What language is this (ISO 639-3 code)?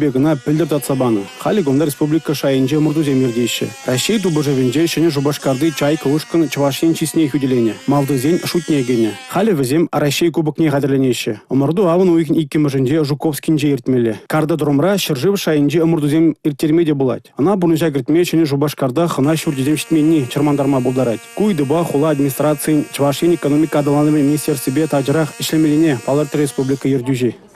chv